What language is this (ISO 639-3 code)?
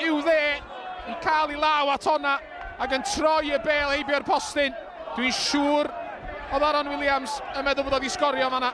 cym